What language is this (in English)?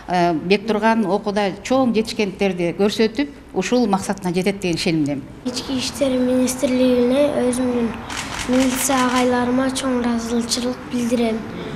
Kyrgyz